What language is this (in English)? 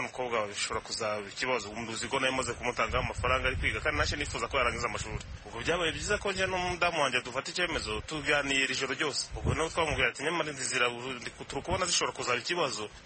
Kinyarwanda